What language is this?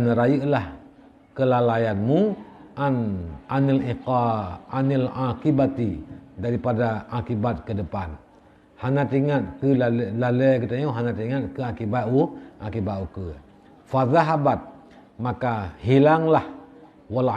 Achinese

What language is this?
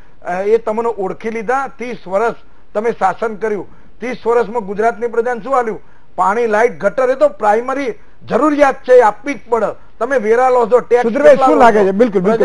Gujarati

